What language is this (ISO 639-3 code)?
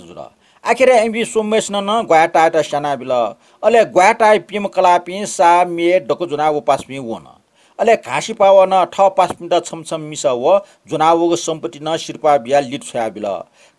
new